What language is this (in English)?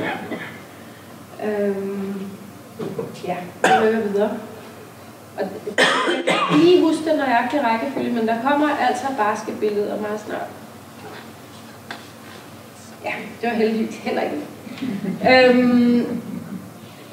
Danish